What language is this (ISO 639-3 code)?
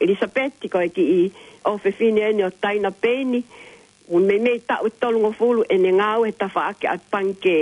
ton